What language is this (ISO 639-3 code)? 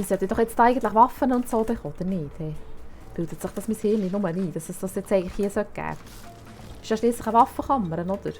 gsw